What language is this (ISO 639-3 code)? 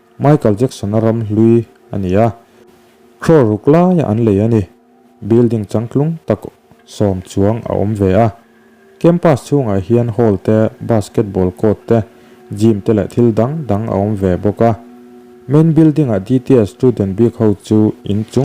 lus